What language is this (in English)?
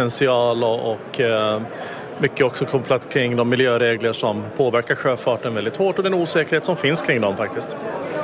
Swedish